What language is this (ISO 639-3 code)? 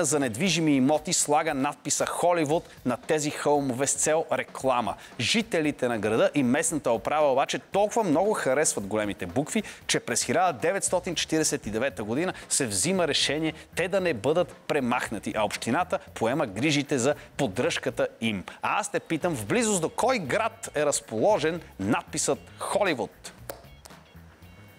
bul